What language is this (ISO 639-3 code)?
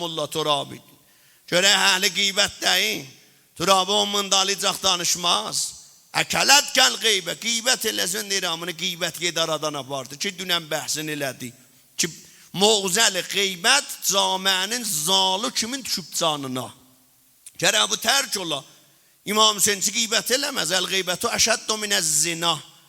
azb